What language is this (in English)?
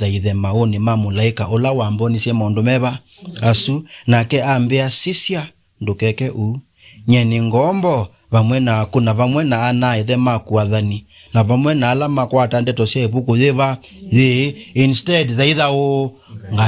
Kamba